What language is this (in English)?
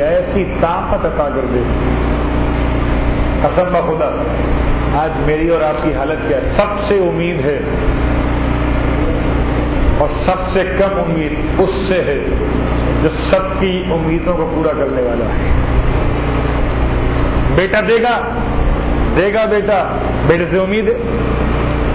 Urdu